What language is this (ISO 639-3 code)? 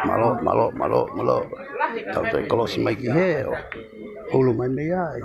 ton